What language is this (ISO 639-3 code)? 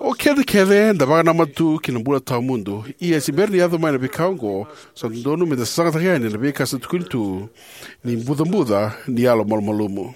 fij